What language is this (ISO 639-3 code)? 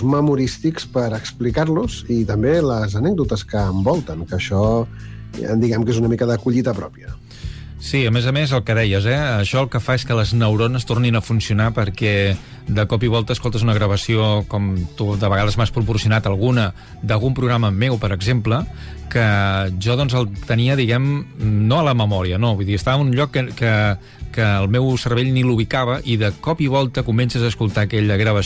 cat